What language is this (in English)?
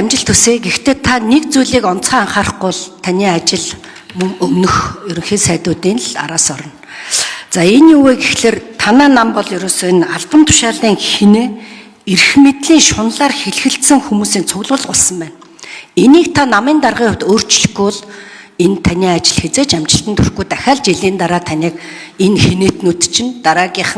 Mongolian